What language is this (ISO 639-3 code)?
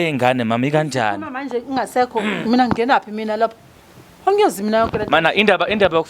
zul